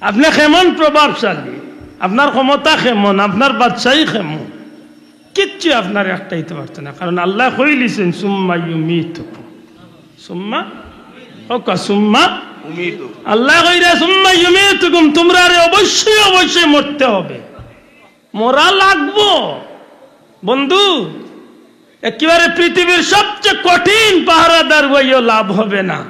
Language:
Sylheti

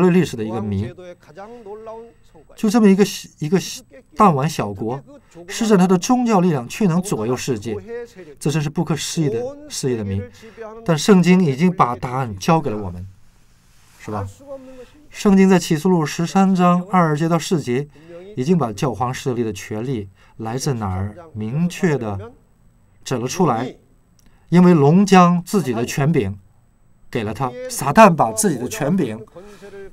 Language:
Chinese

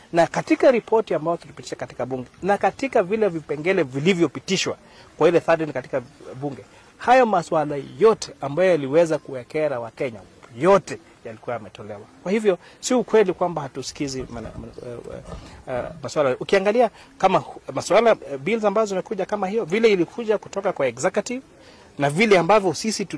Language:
Swahili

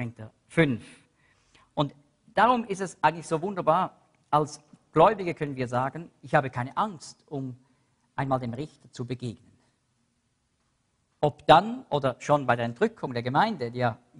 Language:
German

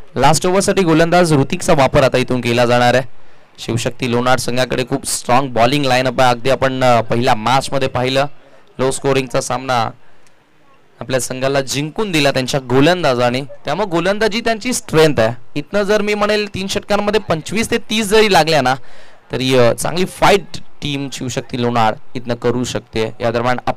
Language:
Marathi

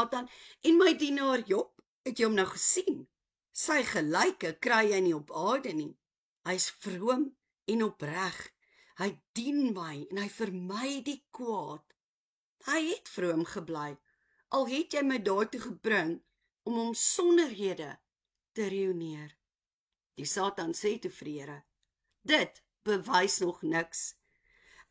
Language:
Afrikaans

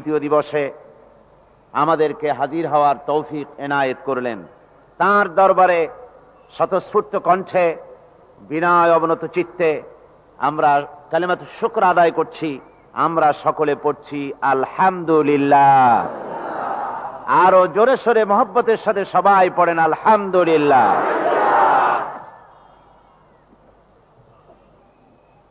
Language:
Bangla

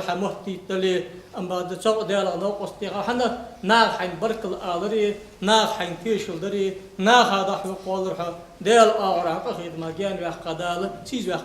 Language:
Ingush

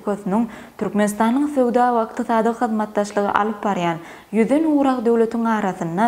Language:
Turkmen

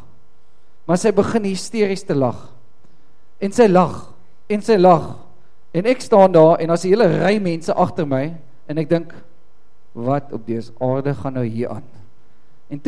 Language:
Afrikaans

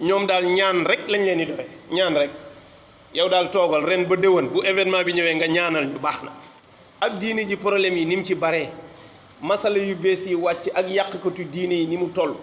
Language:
Wolof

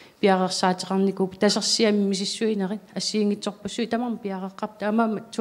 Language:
Kalaallisut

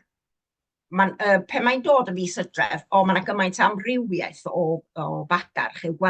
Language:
Welsh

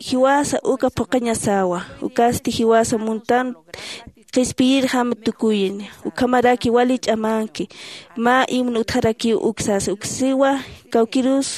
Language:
Aymara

